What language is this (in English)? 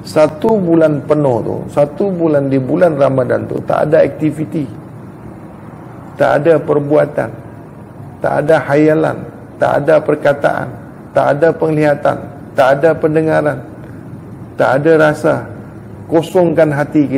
Malay